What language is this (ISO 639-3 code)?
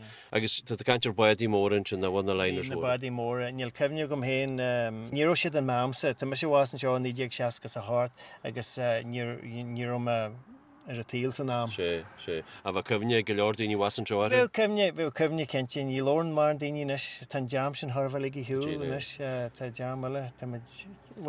gle